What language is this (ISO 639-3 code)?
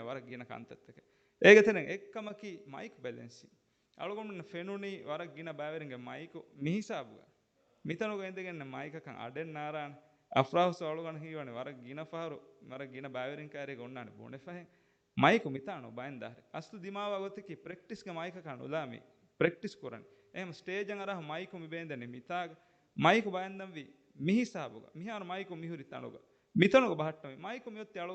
div